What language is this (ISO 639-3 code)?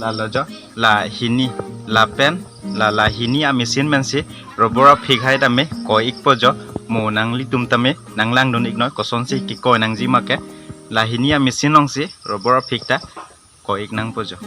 mjw